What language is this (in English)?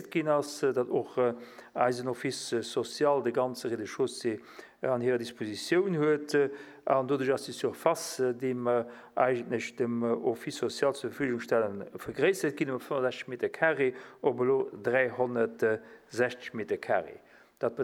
Luxembourgish